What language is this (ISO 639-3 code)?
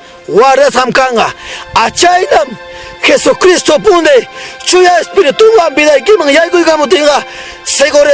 quy